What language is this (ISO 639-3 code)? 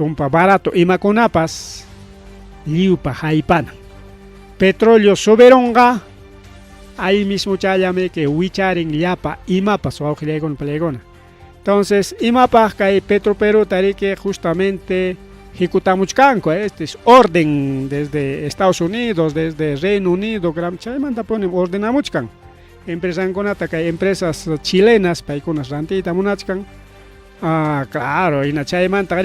quy